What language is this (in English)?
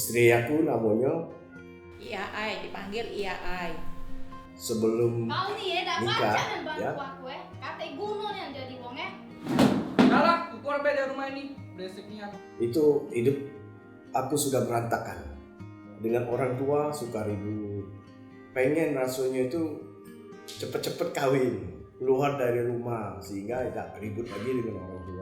Musi